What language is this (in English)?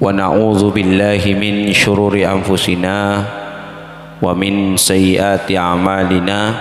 Madurese